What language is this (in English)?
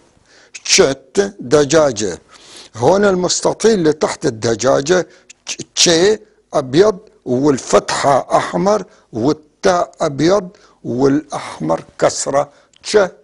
North Levantine Arabic